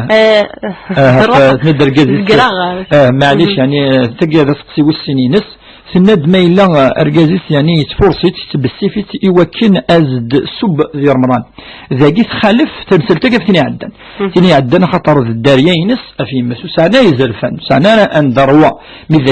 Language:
Kabyle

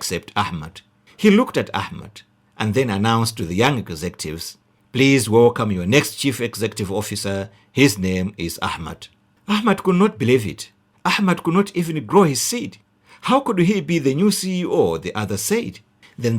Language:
English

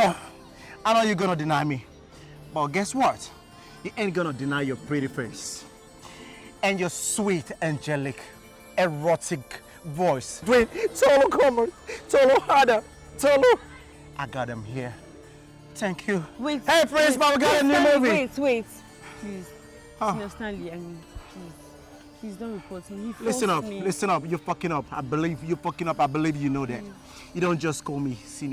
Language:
Nigerian Pidgin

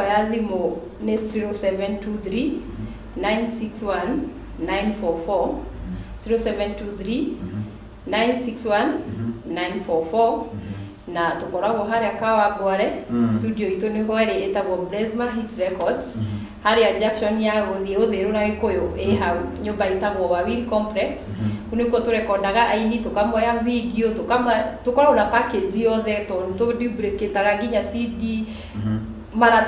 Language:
Kikuyu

